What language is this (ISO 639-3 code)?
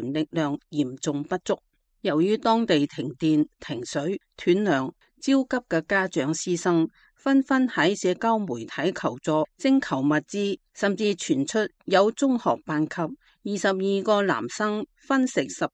yue